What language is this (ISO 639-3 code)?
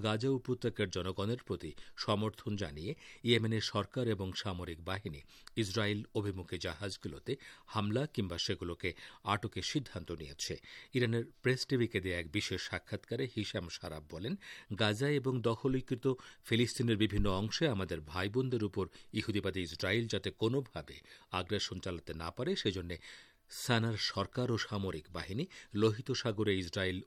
ben